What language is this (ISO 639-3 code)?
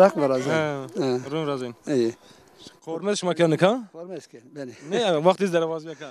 zza